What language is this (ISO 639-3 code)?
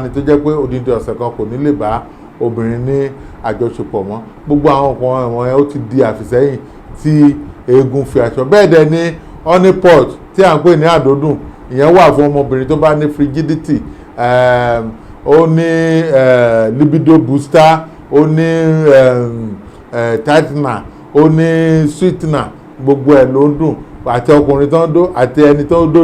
yor